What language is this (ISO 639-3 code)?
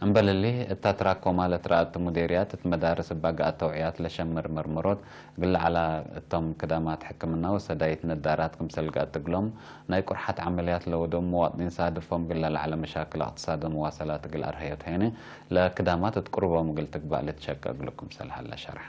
tig